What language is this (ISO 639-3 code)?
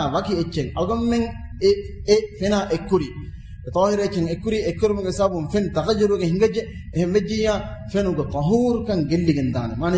div